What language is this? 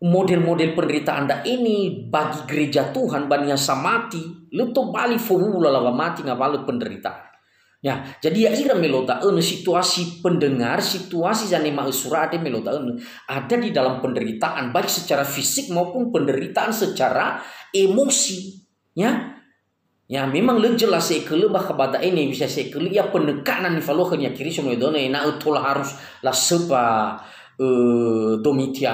Nias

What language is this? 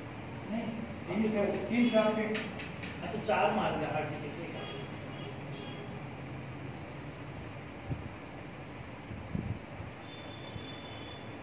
Hindi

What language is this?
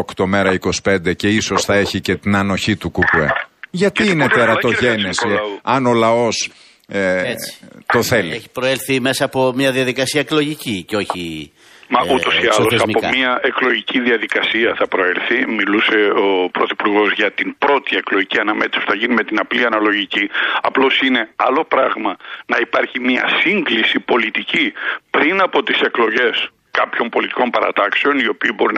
Greek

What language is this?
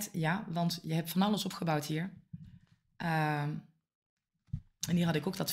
Dutch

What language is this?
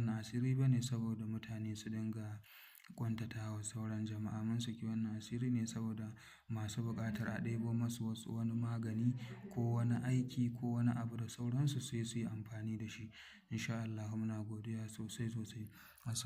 Hausa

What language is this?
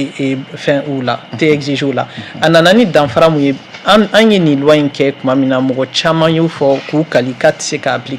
Bambara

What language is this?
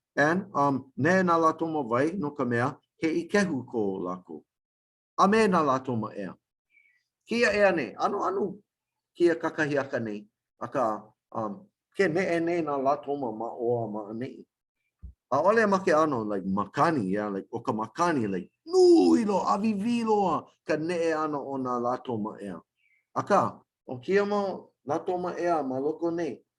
Hawaiian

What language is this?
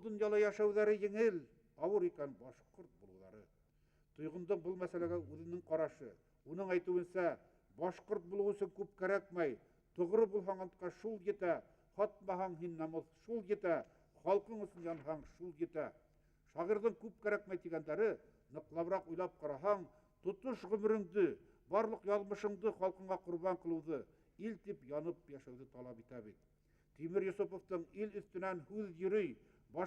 Bashkir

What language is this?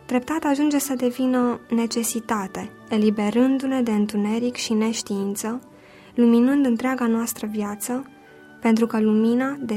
Romanian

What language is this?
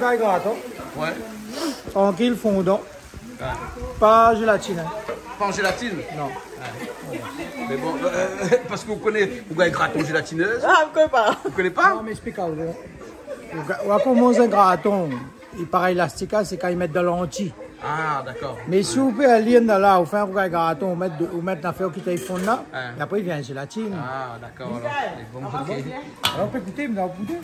Réunion Creole French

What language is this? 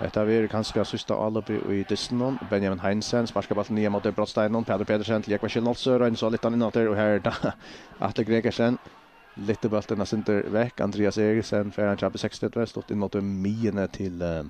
Faroese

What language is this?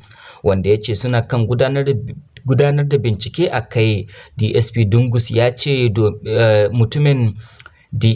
Hausa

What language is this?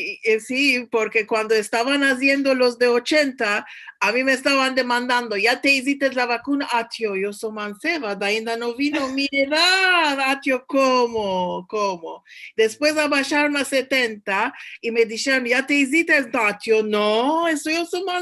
Ladino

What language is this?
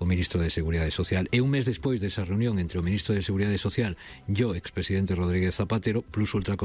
Galician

